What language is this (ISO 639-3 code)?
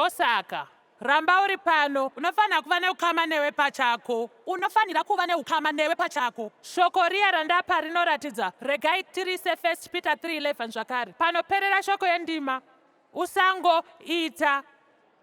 sna